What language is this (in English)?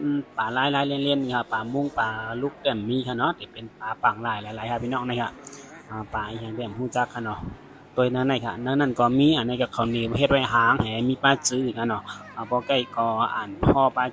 Shan